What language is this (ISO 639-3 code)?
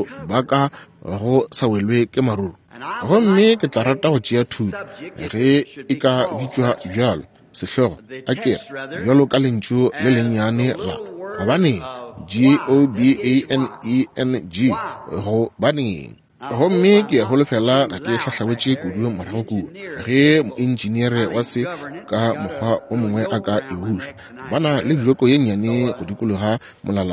nso